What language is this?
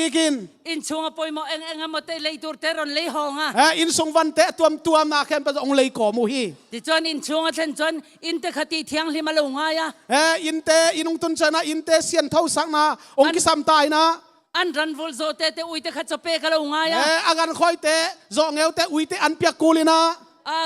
Tedim Chin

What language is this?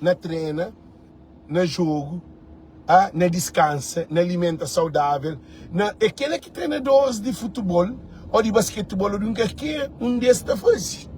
Kabuverdianu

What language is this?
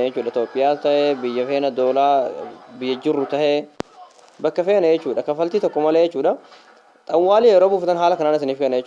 Oromo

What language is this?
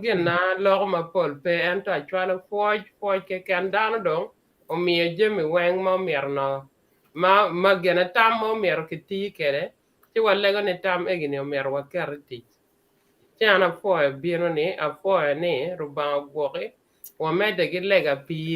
Acoli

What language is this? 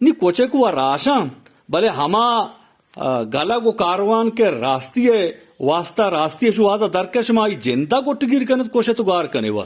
Eastern Balochi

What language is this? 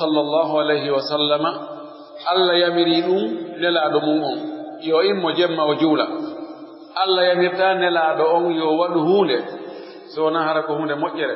Pular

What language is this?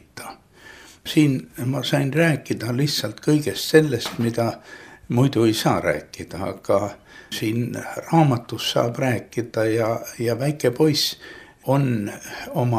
Estonian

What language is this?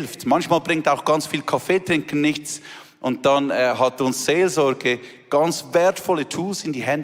Swiss German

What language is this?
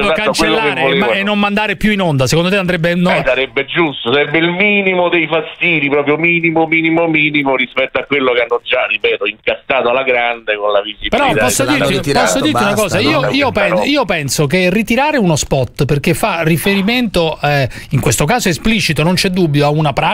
Italian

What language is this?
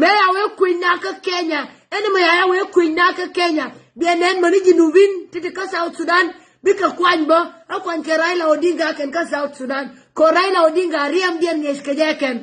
Nuer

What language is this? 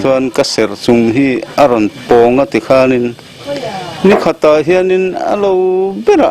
Mizo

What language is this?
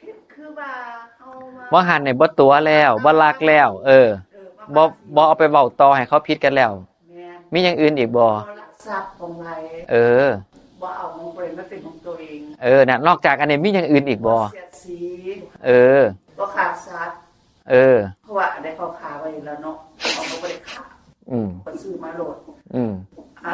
Northeastern Thai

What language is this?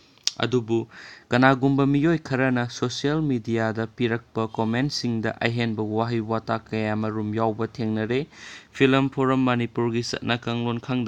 Manipuri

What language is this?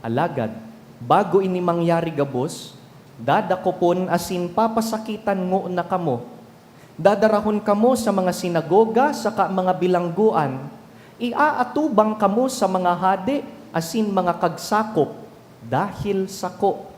Bikol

